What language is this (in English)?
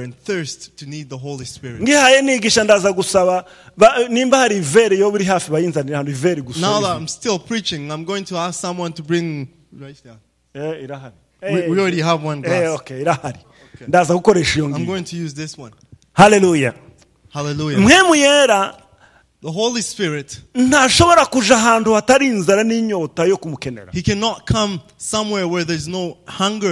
Rundi